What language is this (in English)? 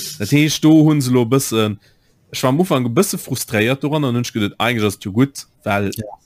Luxembourgish